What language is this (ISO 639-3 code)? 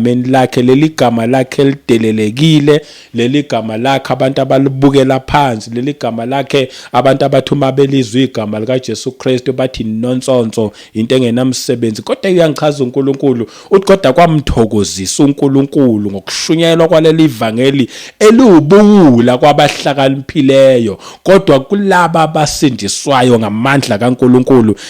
zul